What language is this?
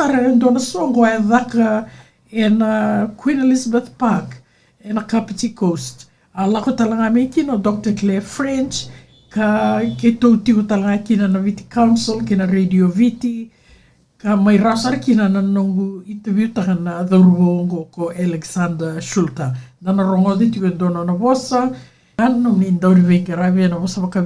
Fijian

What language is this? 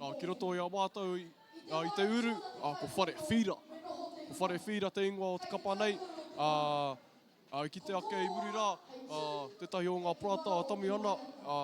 Māori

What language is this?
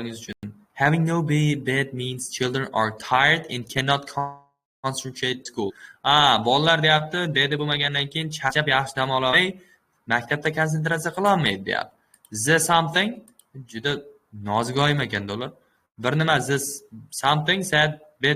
Uzbek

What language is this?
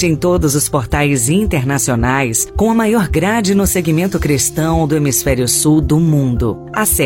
Portuguese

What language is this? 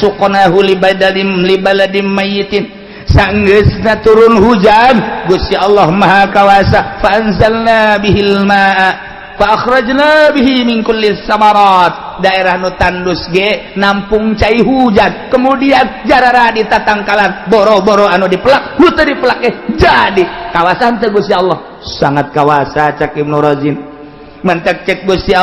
Sundanese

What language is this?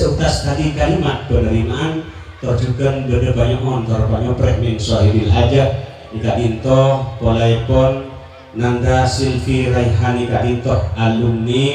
Madurese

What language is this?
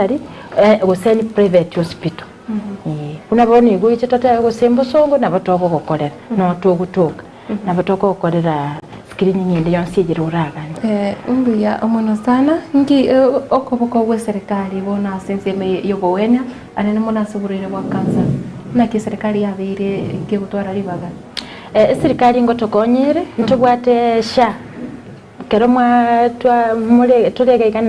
Gusii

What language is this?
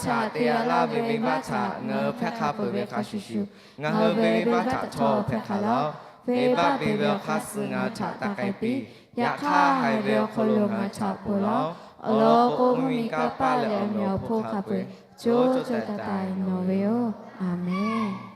Lahu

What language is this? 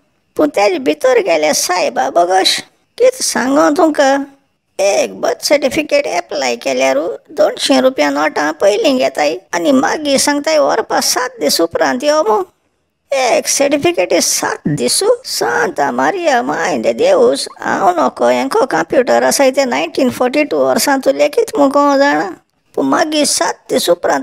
Konkani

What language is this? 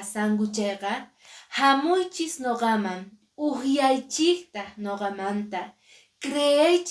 Quechua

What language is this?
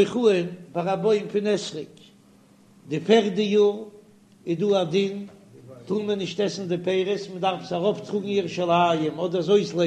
Yiddish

